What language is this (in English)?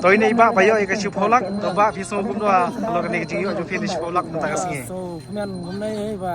Khasi